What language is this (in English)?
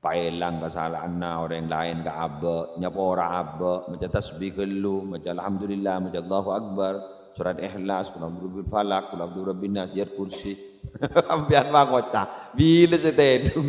Madurese